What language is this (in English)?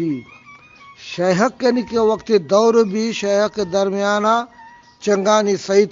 Eastern Balochi